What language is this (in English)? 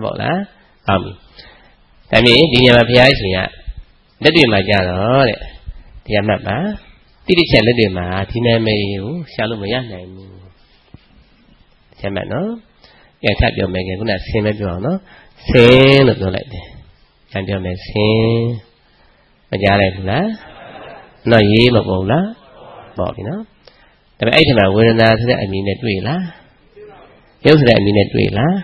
Burmese